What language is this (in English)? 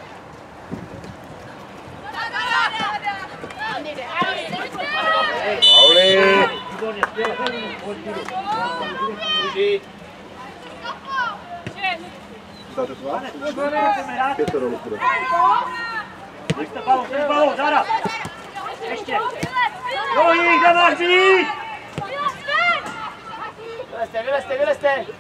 Czech